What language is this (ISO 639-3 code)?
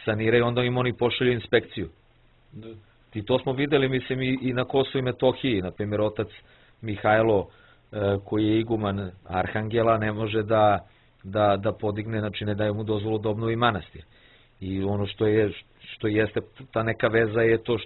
srp